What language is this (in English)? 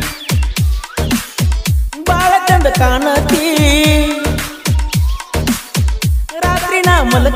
Kannada